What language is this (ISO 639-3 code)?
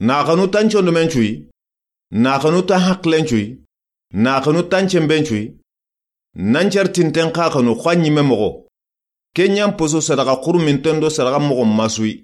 snk